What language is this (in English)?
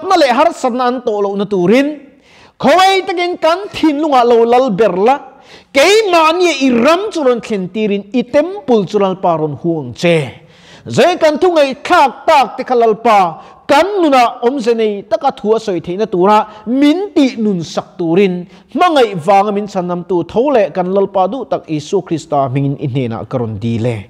Mizo